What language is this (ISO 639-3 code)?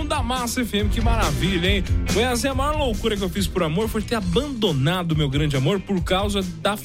por